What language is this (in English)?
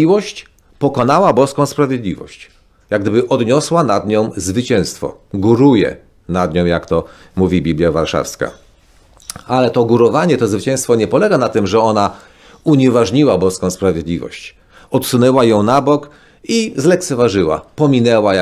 Polish